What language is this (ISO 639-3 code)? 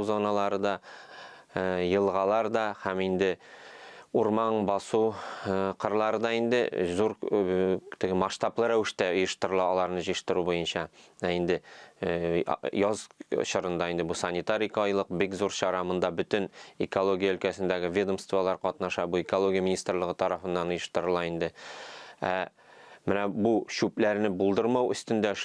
tat